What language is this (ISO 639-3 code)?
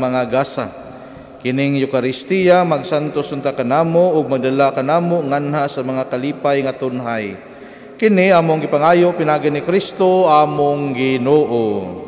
ceb